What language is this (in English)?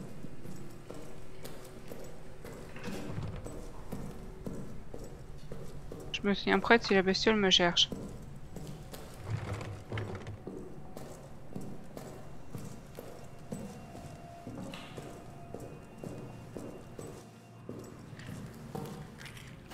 French